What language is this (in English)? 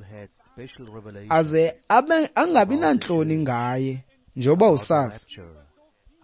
Xhosa